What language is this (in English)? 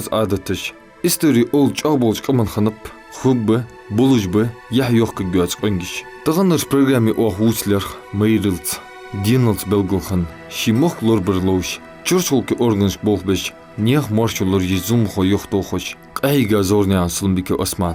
Ingush